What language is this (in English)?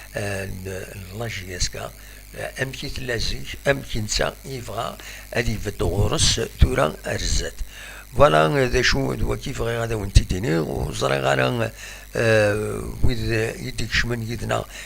Kabyle